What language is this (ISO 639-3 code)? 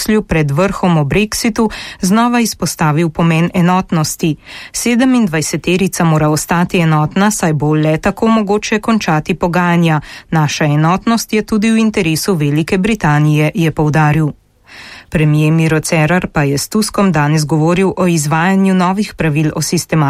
slv